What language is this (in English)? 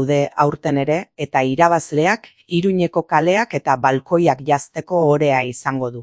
Basque